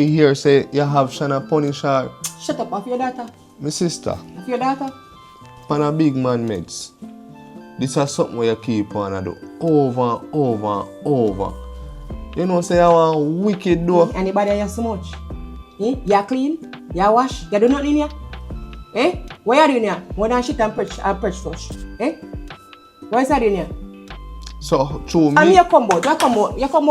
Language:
Jamaican Creole English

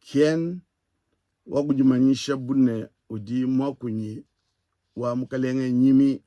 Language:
Luba-Lulua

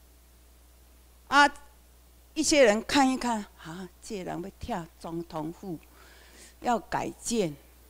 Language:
Chinese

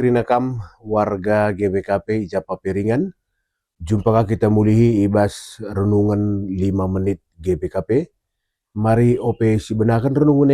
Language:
Batak Karo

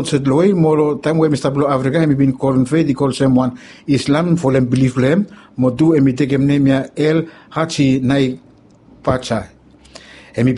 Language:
Bislama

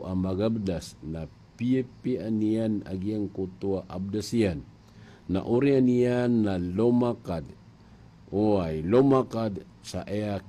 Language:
Maranao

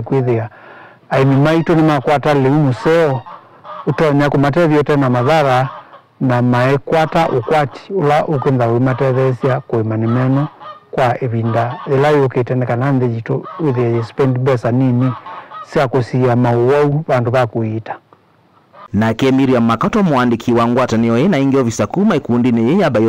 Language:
Kamba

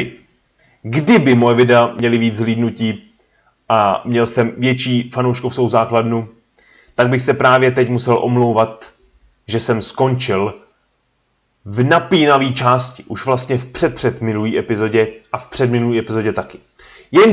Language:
Czech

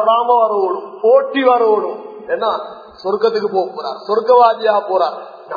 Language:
Tamil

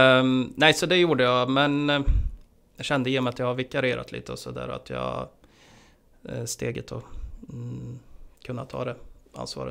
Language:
Swedish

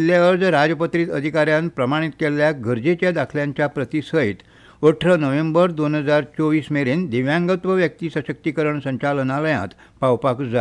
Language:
Konkani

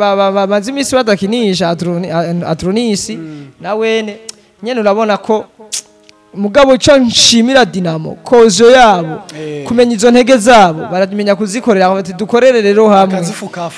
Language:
Rundi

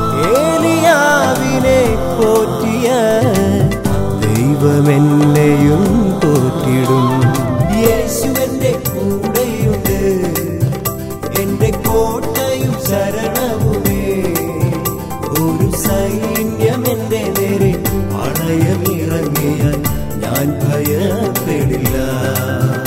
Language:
Malayalam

